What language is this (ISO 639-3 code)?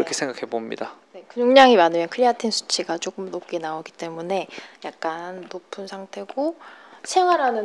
kor